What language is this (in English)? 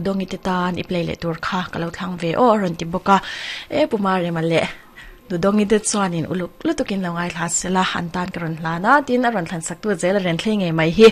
Mizo